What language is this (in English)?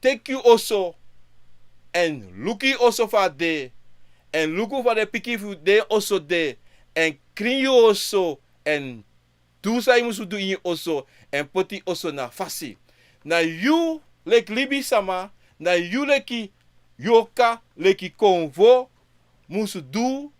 Sranan Tongo